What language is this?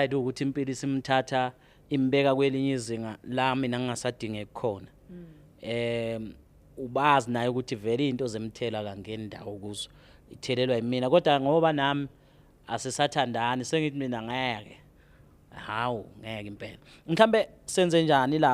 Zulu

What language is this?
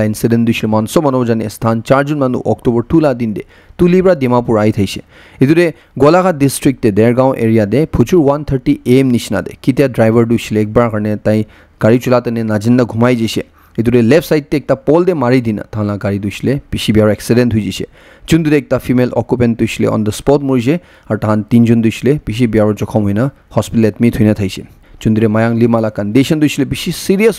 Naga Pidgin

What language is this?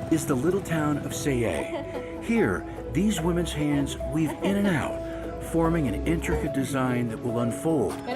Tahitian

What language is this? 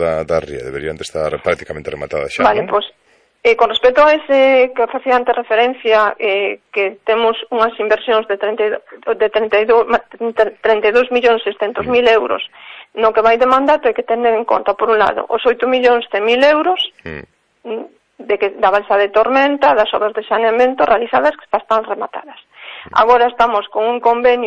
Galician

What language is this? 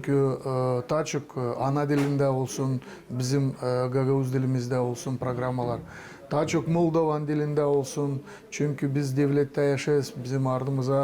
Gagauz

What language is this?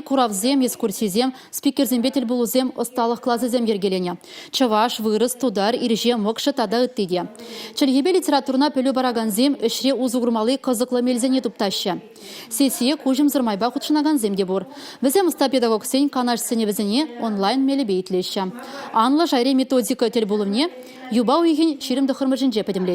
Chuvash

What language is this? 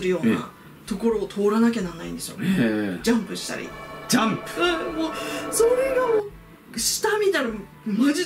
Japanese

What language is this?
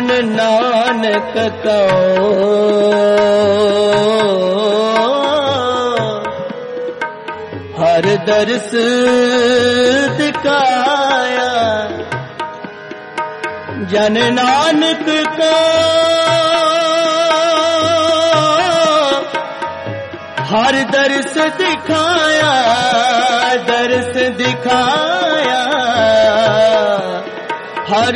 Punjabi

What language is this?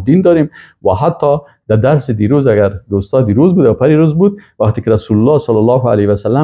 Persian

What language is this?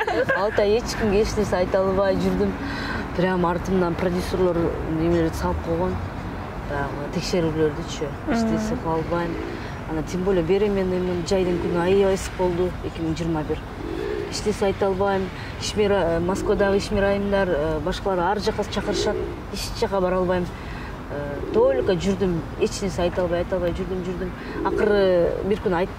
Kyrgyz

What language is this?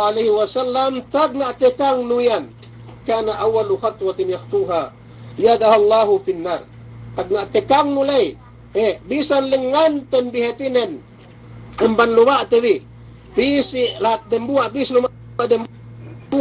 Yakan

